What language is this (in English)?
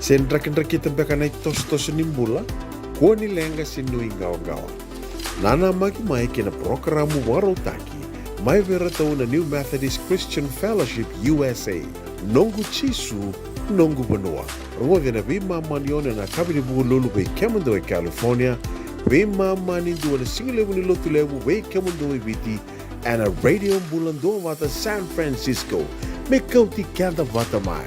Fijian